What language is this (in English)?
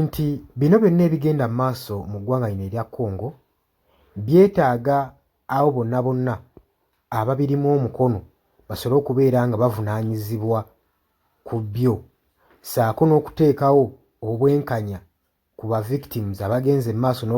Ganda